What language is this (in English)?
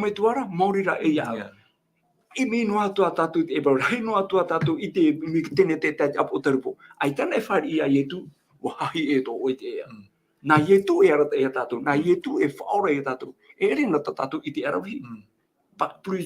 Tahitian